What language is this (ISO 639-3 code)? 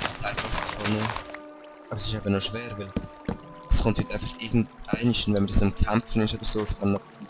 gsw